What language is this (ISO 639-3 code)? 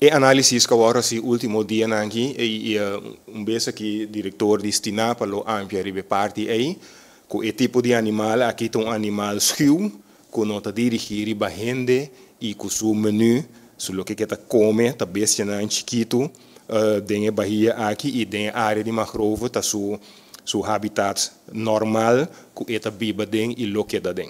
pap